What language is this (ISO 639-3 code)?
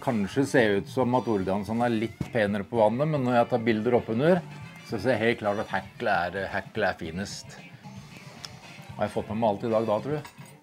nor